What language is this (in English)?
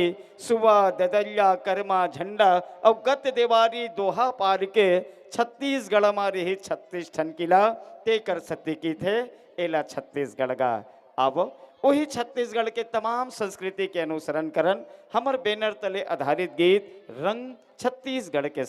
Chhattisgarhi